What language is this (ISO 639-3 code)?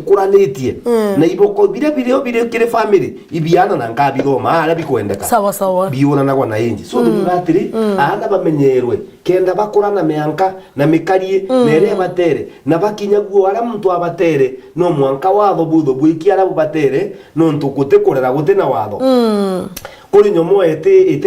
mer